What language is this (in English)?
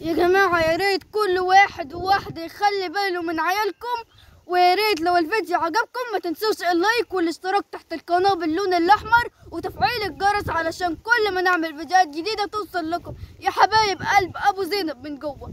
Egyptian Arabic